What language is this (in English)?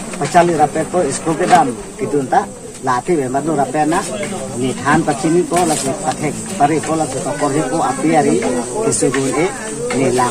Karbi